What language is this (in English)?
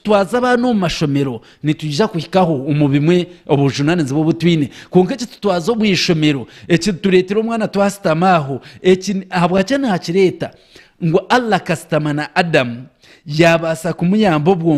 Nyankole